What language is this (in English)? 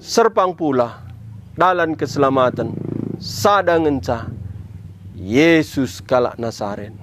Batak Karo